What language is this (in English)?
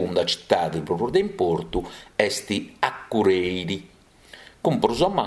Sardinian